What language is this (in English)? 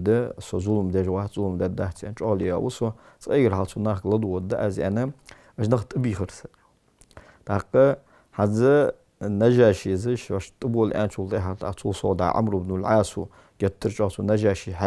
Ingush